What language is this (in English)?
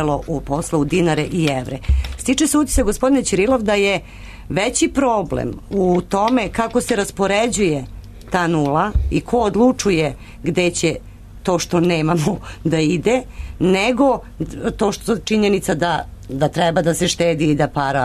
Serbian